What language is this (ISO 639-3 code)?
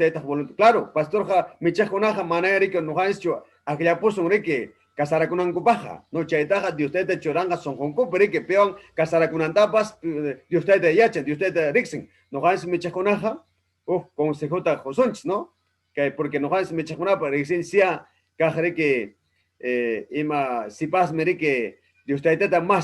quy